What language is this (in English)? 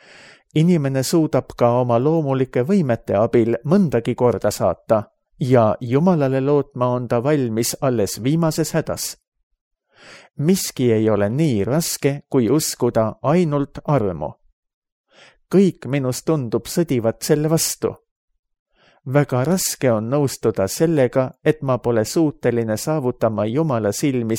Estonian